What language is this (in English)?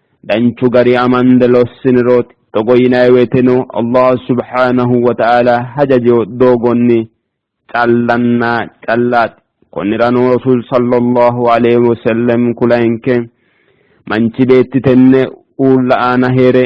Sidamo